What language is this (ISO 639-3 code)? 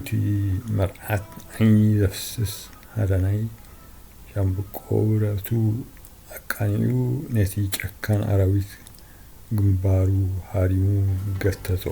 tir